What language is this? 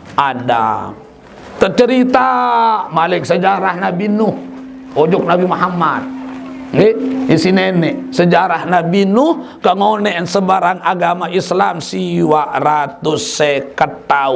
Sasak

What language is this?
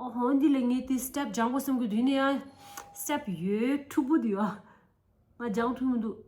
Tibetan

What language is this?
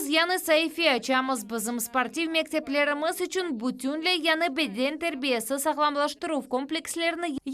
Crimean Tatar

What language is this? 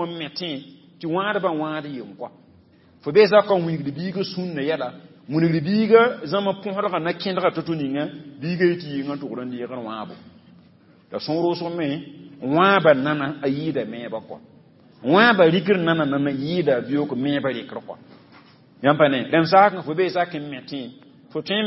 Mossi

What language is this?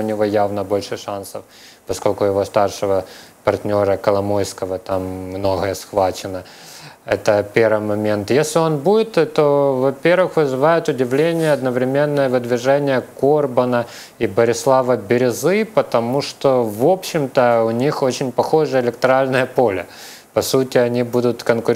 Russian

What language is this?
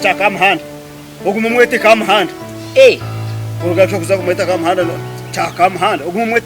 Nyankole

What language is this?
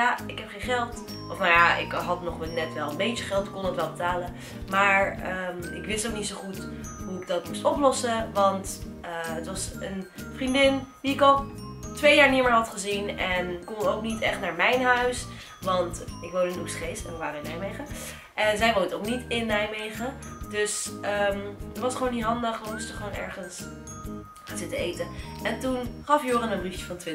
Dutch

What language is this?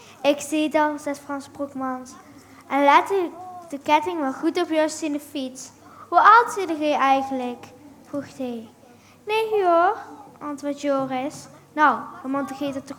Limburgish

